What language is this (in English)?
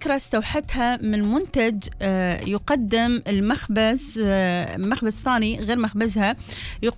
Gulf Arabic